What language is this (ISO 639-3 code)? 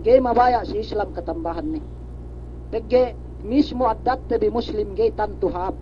yka